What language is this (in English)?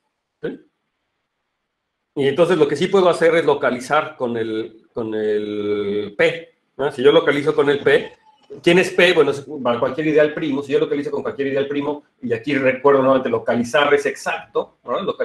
Spanish